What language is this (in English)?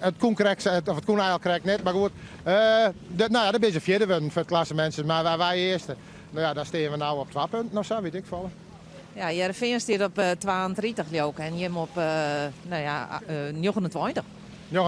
Western Frisian